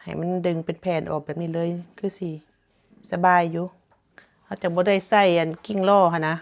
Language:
Lao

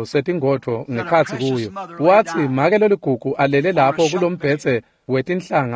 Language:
Swati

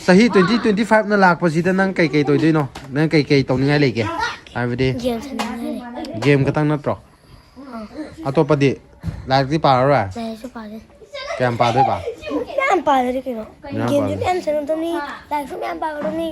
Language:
Manipuri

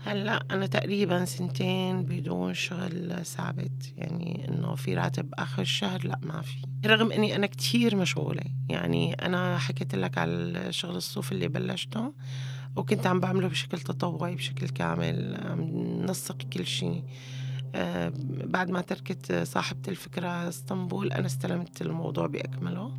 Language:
North Levantine Arabic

